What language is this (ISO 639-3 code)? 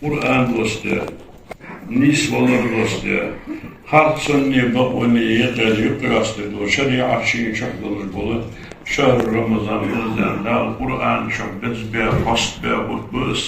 inh